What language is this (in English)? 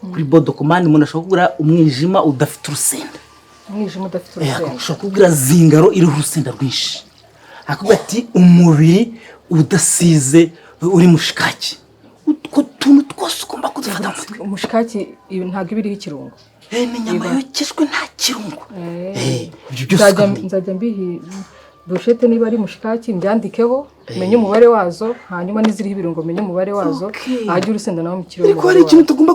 Kinyarwanda